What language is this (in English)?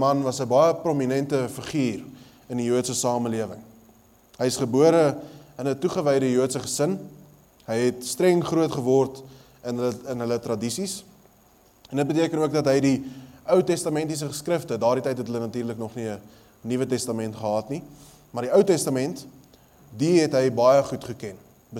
Afrikaans